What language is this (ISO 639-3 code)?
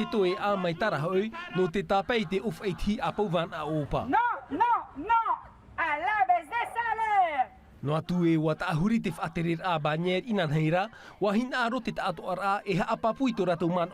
tah